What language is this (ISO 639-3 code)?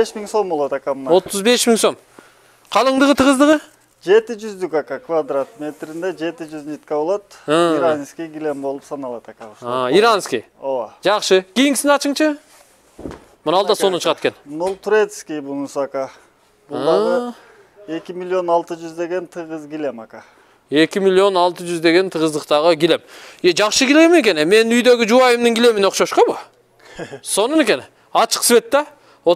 kir